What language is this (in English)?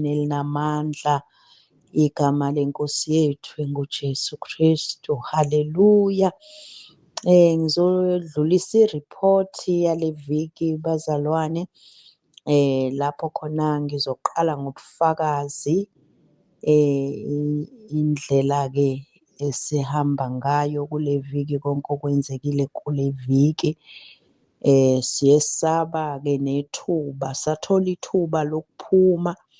Zulu